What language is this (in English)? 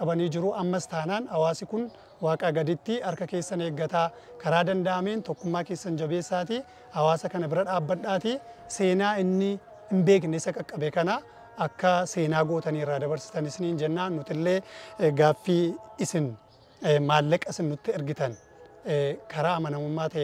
Oromo